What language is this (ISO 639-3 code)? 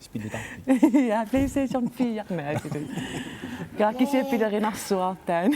kal